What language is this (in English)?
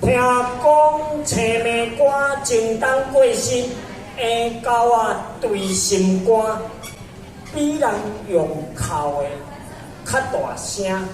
Min Nan Chinese